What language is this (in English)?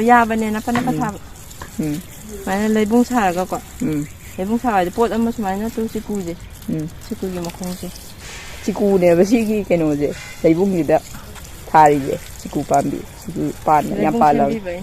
Manipuri